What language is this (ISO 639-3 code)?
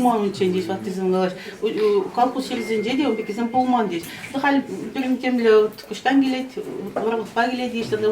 chv